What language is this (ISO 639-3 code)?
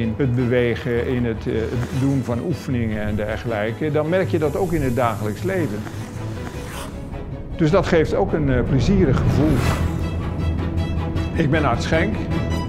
nld